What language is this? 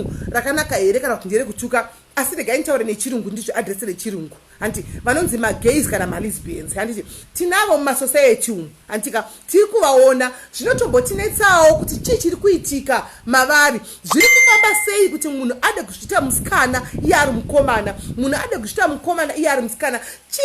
Shona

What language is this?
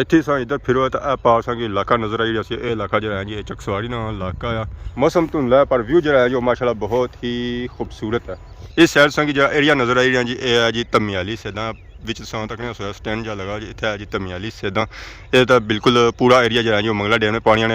Pahari-Potwari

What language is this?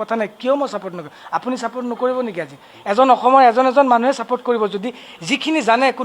Assamese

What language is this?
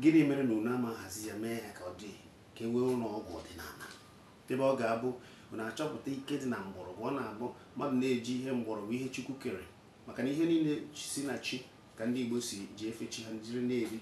Igbo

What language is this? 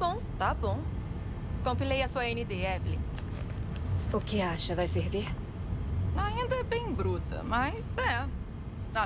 Portuguese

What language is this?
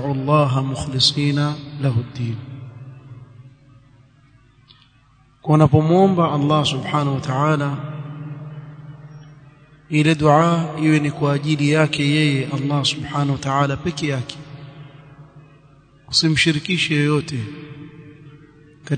Swahili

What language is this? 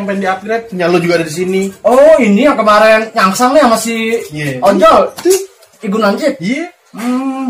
Betawi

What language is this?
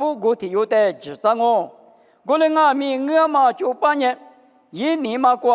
Lisu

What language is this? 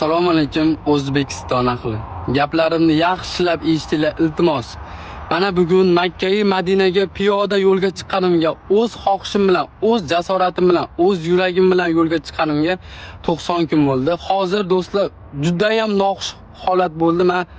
Uzbek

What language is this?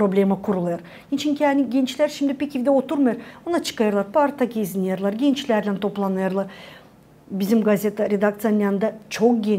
Gagauz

